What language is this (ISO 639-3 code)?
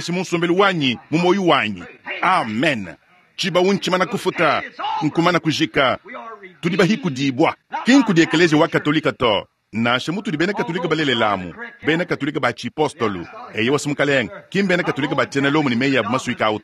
lua